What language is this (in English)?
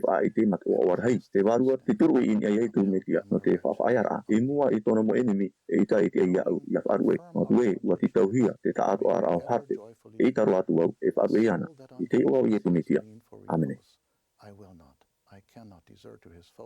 Tahitian